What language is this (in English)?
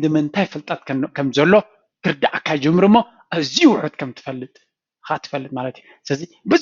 Tigrinya